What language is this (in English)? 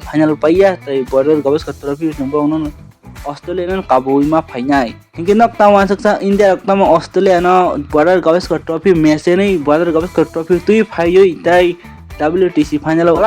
Kok Borok